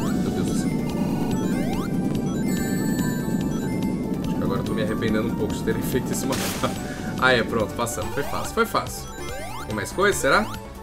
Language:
Portuguese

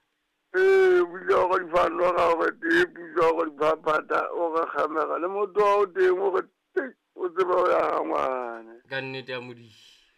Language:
Southern Sotho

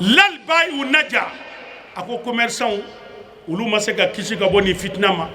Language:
Bambara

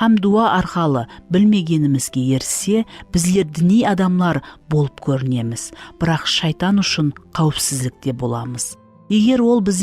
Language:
Kara-Kalpak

